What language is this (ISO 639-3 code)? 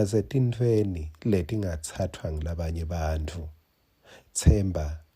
ssw